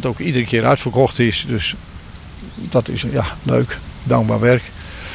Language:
Dutch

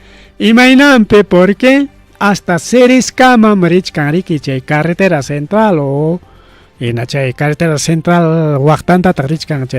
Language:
Ayacucho Quechua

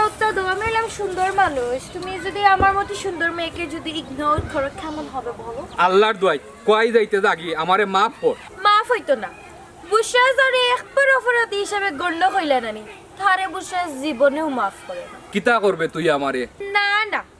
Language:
Sylheti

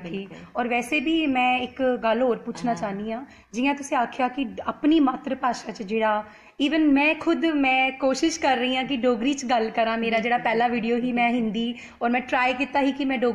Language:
Dogri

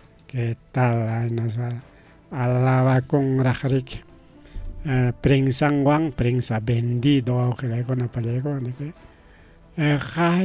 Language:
Ayacucho Quechua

